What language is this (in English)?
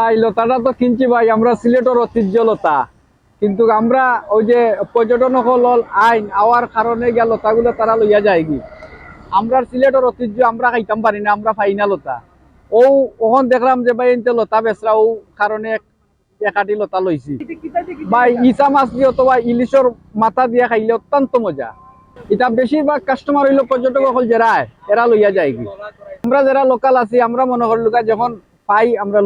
Sylheti